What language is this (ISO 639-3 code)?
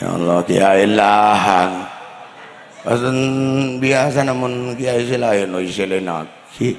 mad